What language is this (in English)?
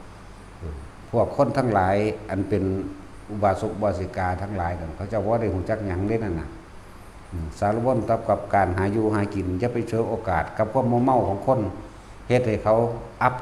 Northeastern Thai